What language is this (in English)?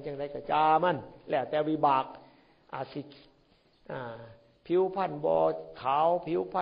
Northeastern Thai